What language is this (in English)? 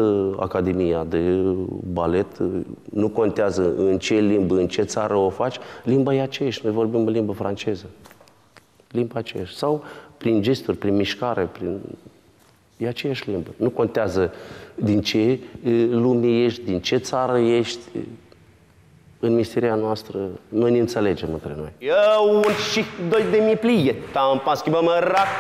Romanian